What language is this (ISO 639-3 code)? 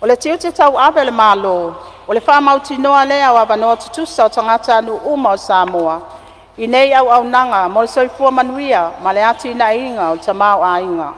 smo